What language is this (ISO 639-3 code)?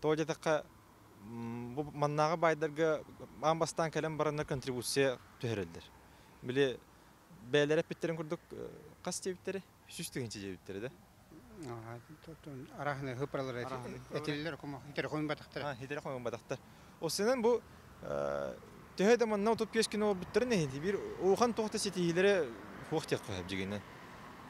sah